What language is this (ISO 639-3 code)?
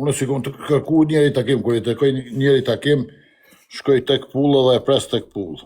sqi